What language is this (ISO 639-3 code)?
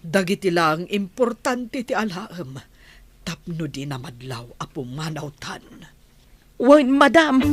ilo